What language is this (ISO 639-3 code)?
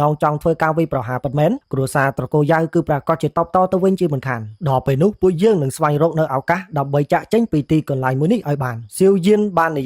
khm